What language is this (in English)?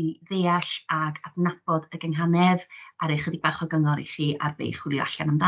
Welsh